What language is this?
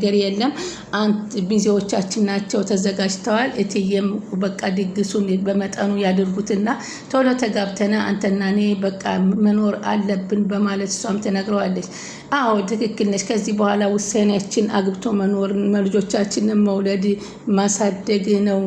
Amharic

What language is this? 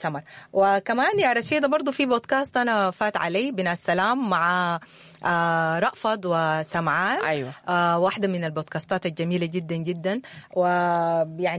Sudanese Arabic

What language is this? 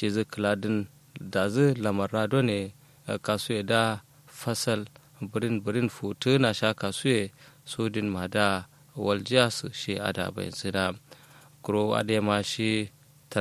Kanuri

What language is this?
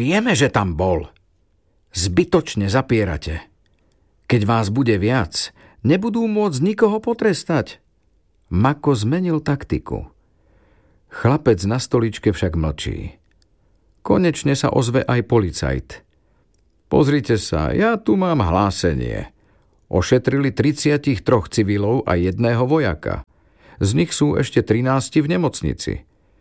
Slovak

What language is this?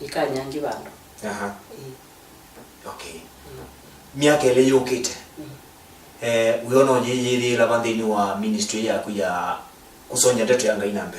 Kamba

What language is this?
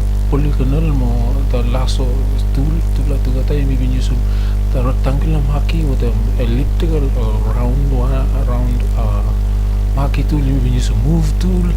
Bislama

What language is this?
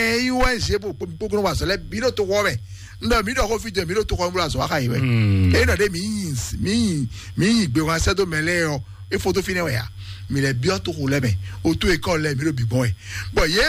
Fon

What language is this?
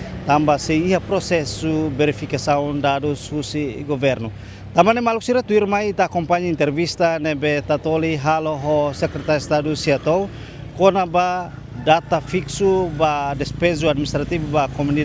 Tetum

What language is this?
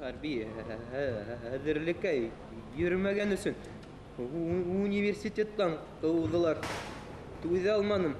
Bashkir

